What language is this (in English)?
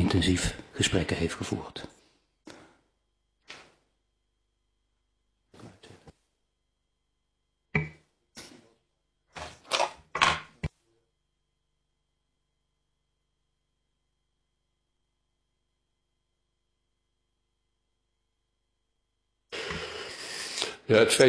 Dutch